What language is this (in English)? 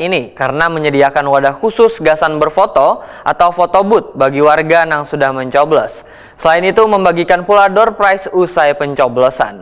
Banjar